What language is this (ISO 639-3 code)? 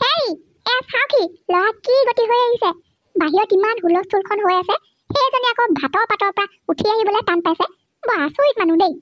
asm